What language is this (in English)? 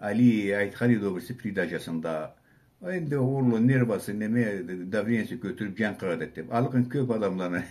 Karachay-Balkar